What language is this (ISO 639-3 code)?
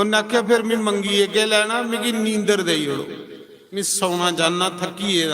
doi